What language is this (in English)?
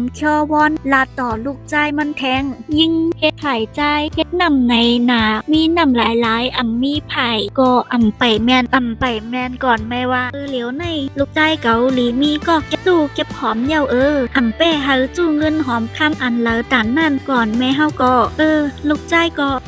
Shan